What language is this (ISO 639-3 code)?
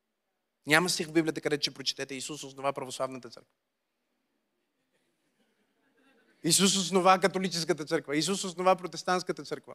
bul